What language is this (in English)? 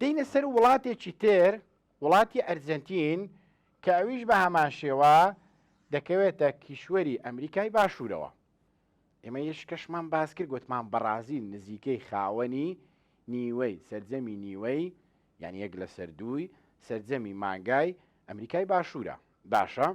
Central Kurdish